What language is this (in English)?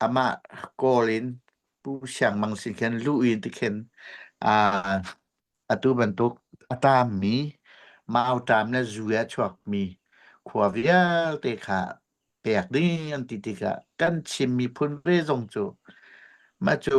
Hakha Chin